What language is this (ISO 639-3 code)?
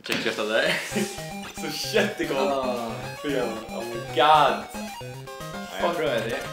fao